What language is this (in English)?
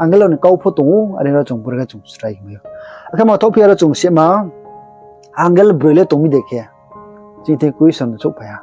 Riang (India)